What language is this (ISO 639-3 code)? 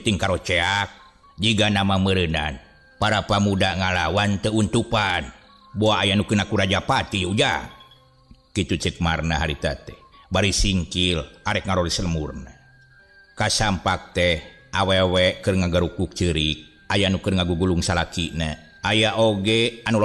sun